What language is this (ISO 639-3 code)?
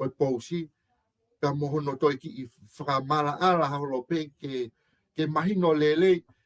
ton